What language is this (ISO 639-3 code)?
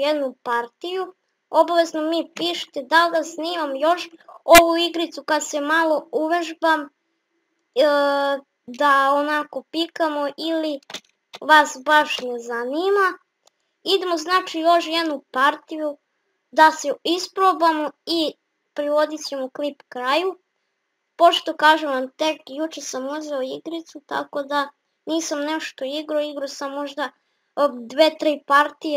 hrv